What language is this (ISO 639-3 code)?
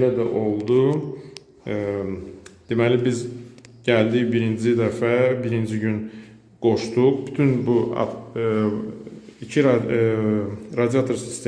aze